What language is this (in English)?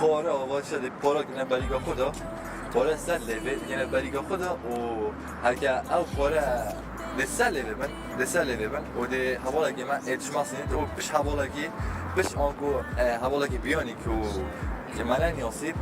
Kurdish